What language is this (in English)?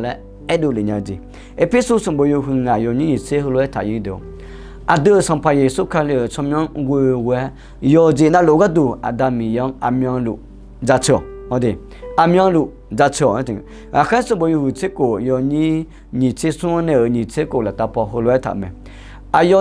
Akha